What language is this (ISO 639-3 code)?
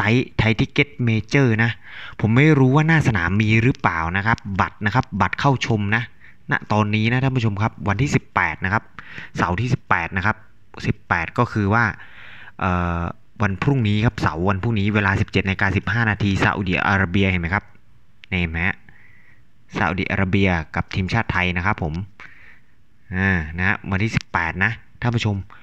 tha